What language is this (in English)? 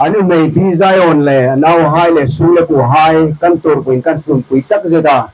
Hmar